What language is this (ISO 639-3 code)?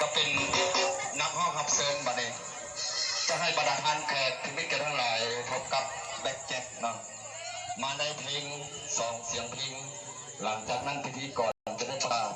lao